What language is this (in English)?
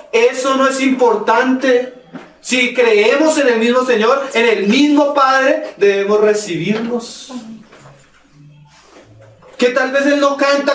Spanish